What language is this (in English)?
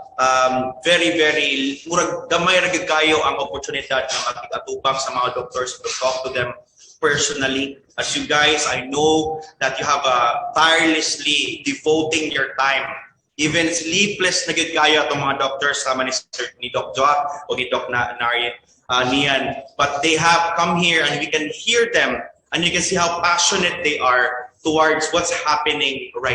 Cebuano